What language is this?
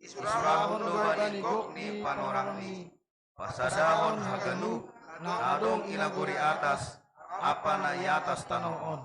Batak Simalungun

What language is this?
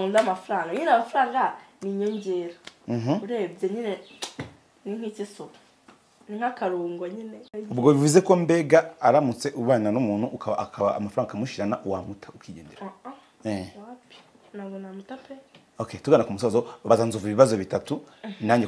Kinyarwanda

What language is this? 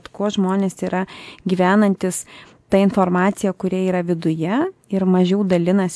Lithuanian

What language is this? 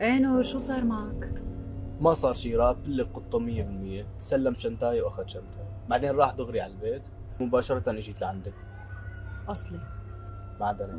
North Levantine Arabic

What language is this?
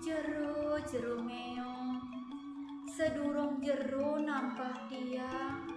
Balinese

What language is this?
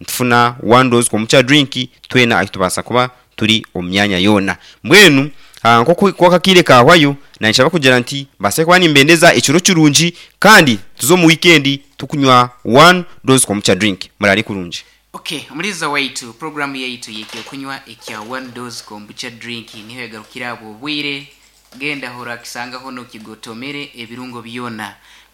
Nyankole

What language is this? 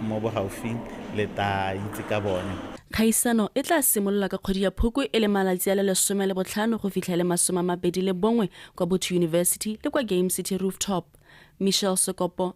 Tswana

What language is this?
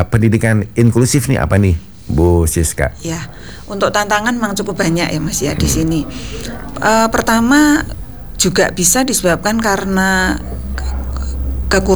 Indonesian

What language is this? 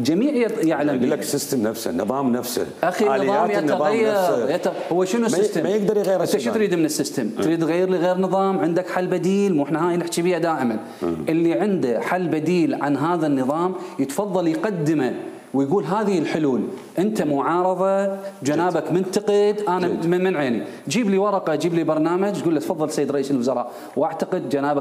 Mesopotamian Arabic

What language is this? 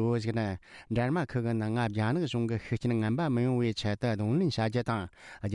Tibetan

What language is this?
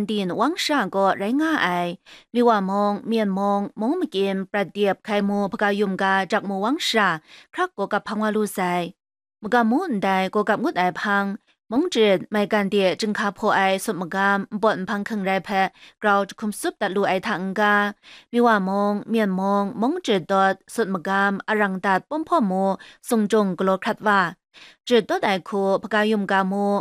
Kachin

